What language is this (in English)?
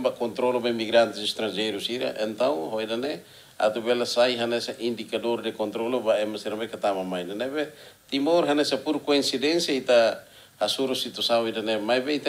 Tetum